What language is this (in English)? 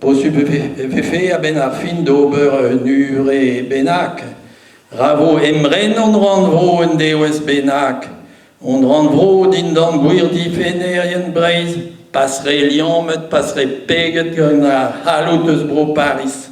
Breton